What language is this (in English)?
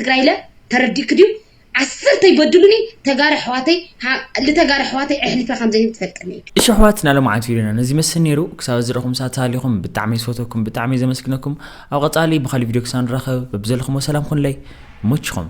Tigrinya